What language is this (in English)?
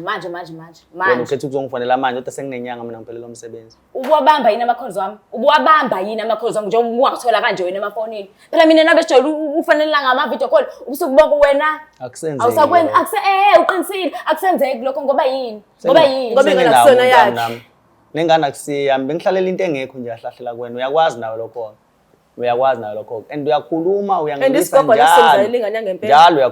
Zulu